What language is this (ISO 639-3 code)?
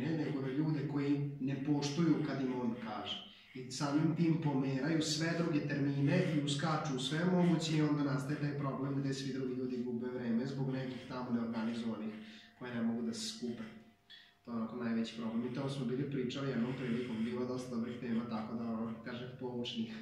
srp